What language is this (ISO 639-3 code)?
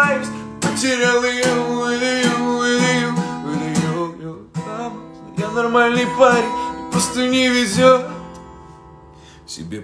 rus